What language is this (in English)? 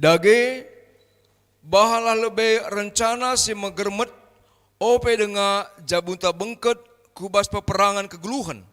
Batak Karo